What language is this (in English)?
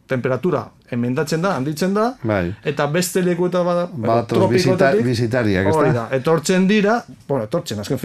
Basque